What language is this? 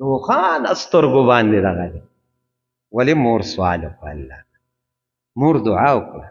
Pashto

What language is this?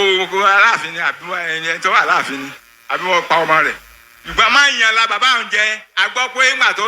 Yoruba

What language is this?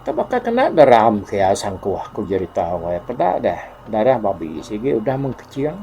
Iban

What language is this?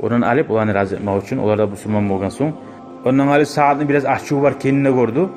Kumyk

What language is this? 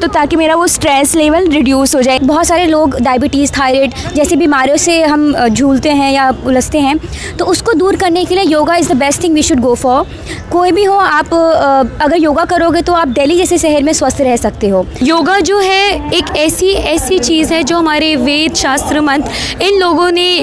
Hindi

